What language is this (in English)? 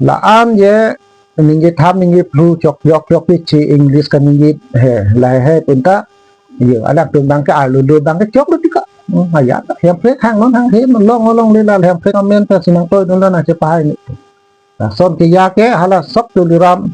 Karbi